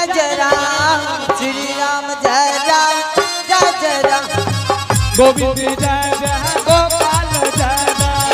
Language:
Angika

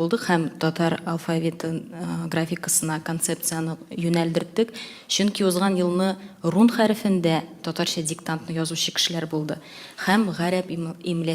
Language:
Tatar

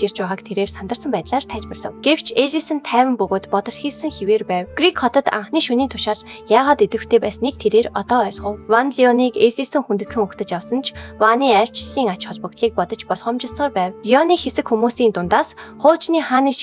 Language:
Mongolian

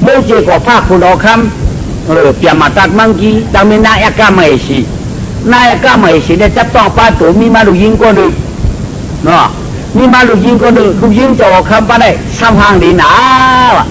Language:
Shan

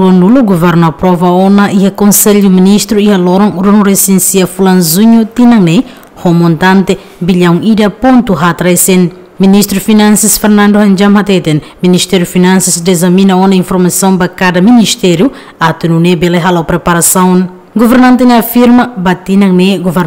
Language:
Tetum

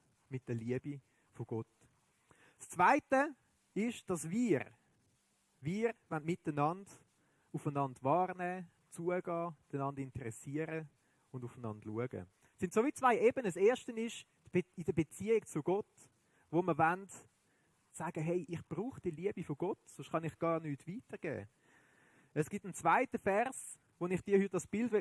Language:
Swiss German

